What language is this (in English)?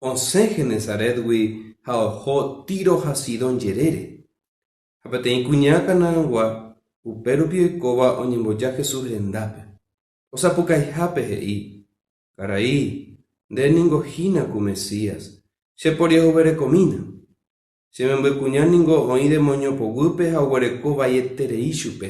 Guarani